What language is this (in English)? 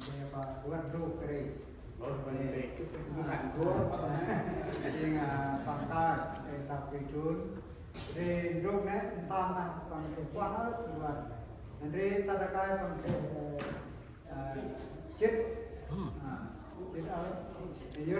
Central Mnong